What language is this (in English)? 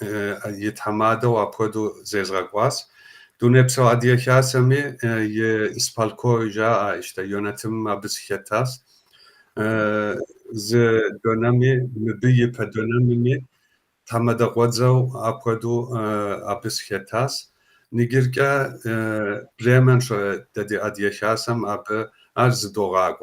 Kabardian